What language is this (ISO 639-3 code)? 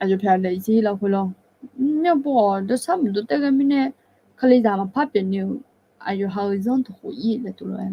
ahk